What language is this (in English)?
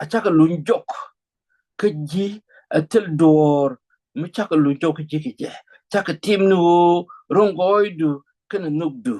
Nuer